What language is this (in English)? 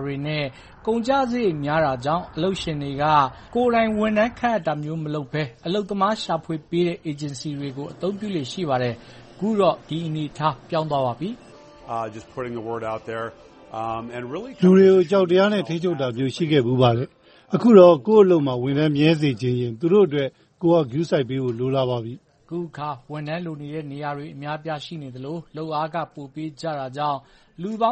Burmese